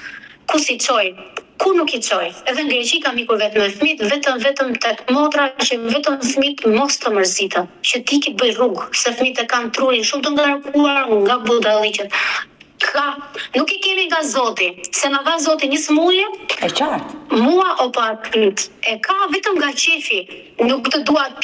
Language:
Albanian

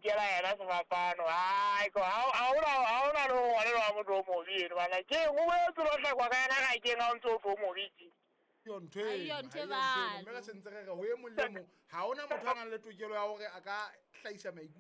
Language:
Southern Sotho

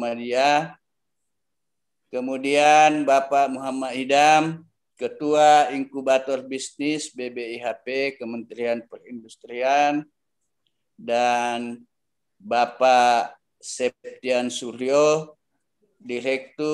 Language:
Indonesian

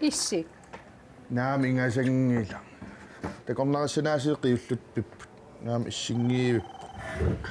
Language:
Kalaallisut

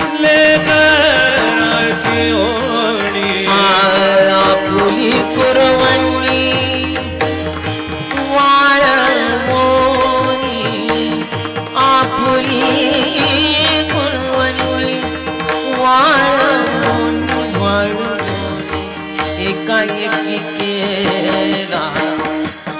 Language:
Marathi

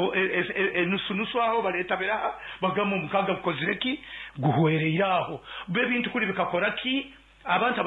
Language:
Nyoro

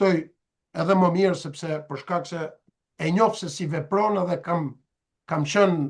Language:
Albanian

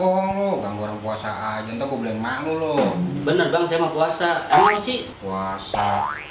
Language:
Betawi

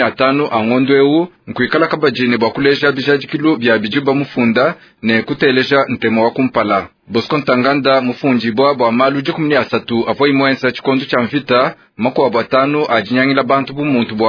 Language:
Luba-Lulua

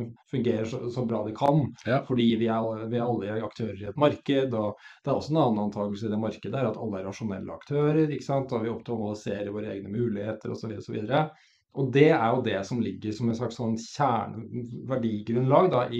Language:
Norwegian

